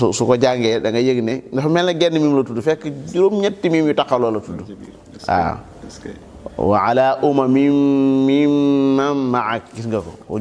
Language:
Wolof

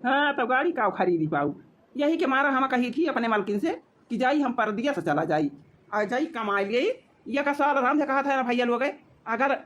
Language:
Awadhi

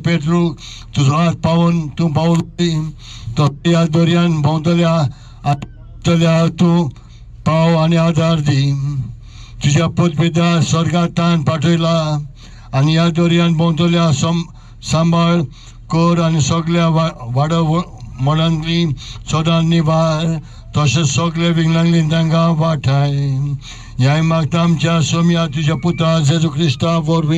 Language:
Konkani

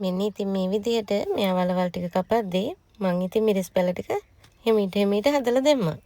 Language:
Sinhala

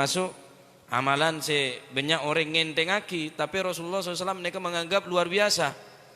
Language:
Madurese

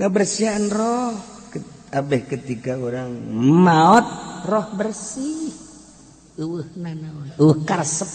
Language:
Sundanese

